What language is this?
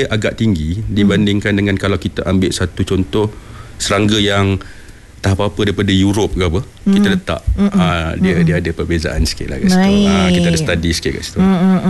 Malay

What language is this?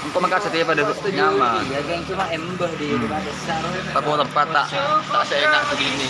Madurese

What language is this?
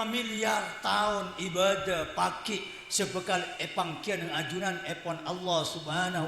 Madurese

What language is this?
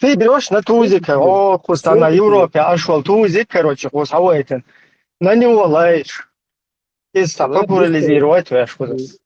Chechen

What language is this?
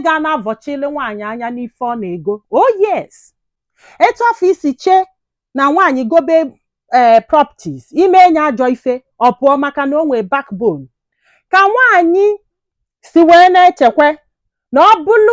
Igbo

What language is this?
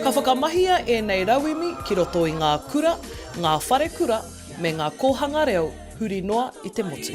Māori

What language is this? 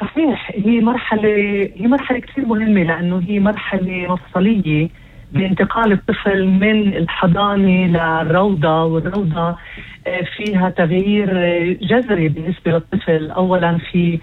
North Levantine Arabic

